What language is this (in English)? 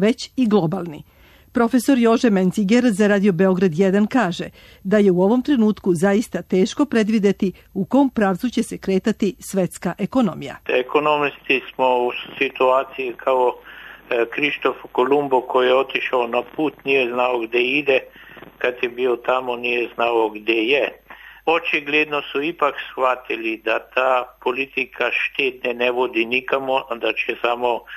Serbian